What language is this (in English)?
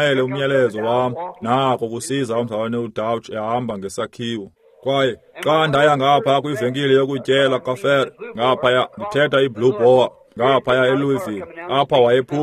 Xhosa